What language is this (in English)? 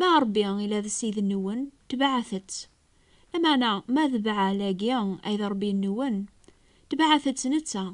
Kabyle